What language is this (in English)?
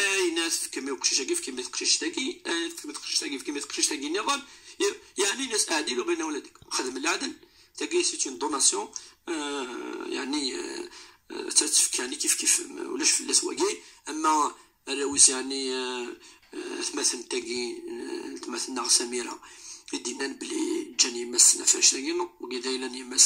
Kabyle